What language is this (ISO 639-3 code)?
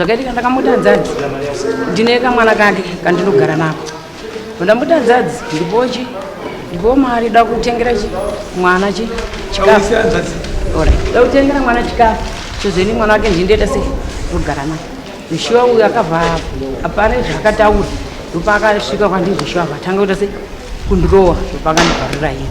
sna